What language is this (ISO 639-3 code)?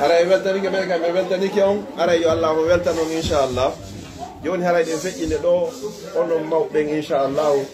fuf